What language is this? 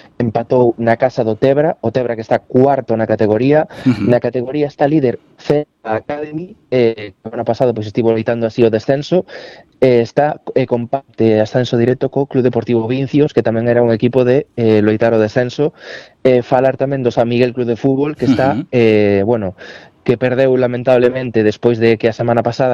Galician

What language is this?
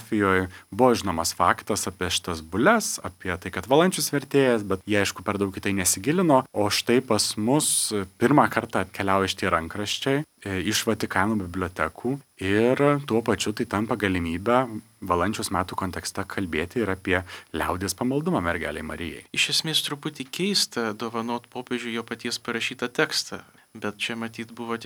Lithuanian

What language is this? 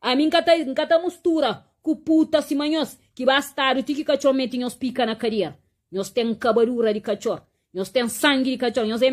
Kabuverdianu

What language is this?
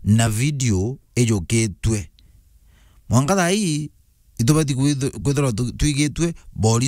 Meru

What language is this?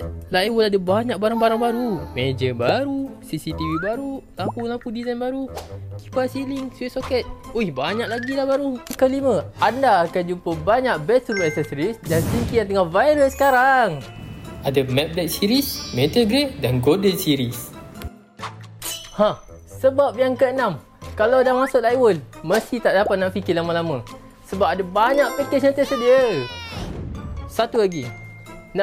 Malay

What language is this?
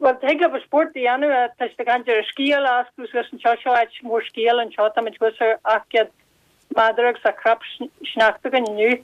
Irish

